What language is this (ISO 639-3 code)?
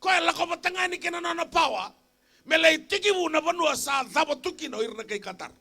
fij